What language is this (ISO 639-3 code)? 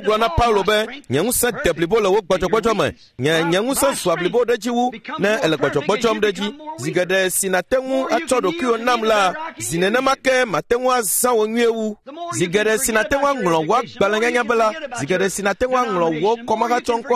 ewe